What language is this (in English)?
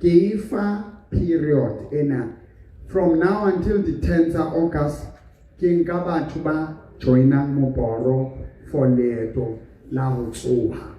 Southern Sotho